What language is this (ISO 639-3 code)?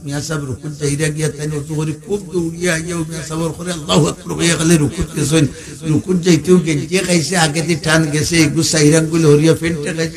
syl